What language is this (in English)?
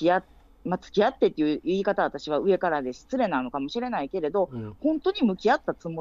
Japanese